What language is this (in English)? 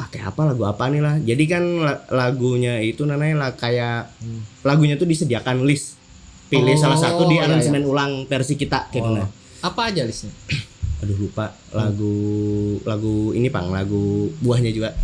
Banjar